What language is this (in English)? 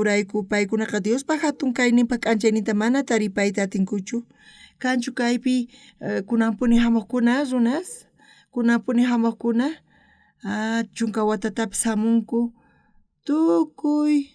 South Bolivian Quechua